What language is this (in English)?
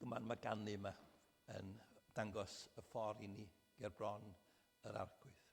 Welsh